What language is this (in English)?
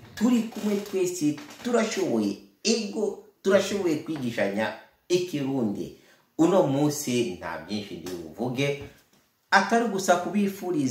Rundi